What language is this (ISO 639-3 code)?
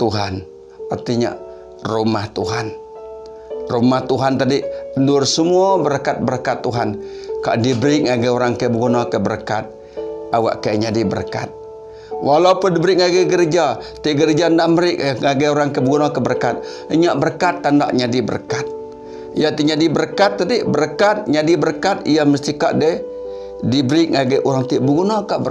iba